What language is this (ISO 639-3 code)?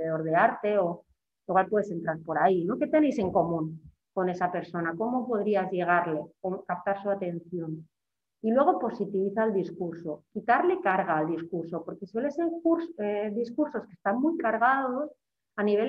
spa